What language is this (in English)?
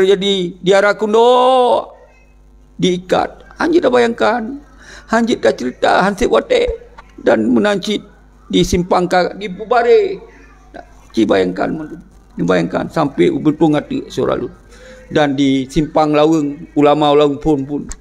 Achinese